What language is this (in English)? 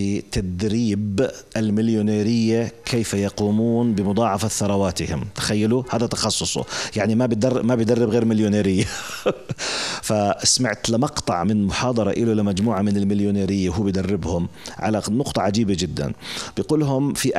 North Levantine Arabic